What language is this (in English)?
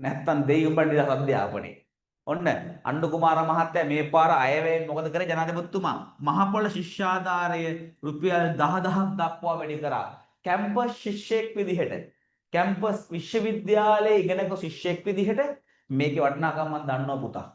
Sinhala